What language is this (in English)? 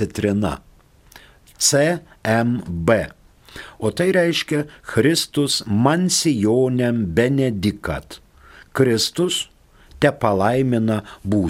Lithuanian